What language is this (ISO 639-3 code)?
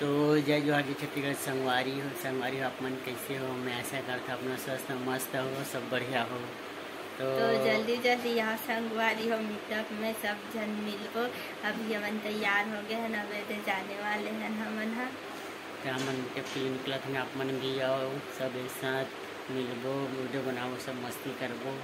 hne